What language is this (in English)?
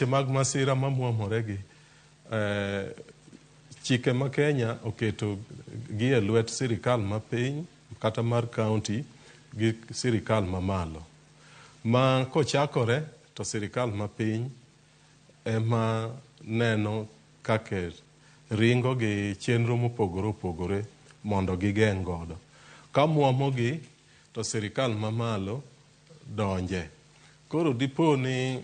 Luo (Kenya and Tanzania)